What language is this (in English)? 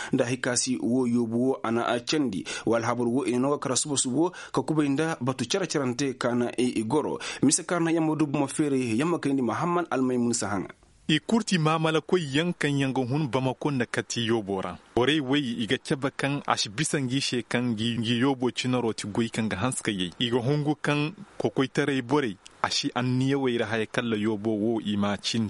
Koyraboro Senni